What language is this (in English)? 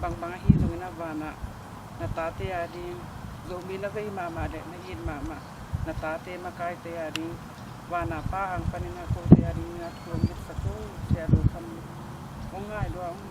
Tedim Chin